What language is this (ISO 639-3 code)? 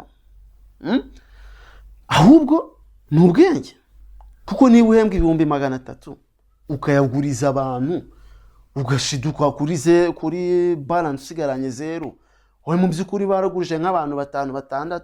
kin